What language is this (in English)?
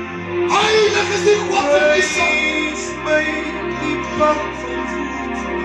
Afrikaans